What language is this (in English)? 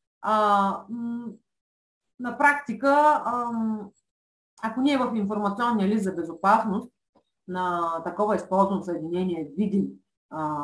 Bulgarian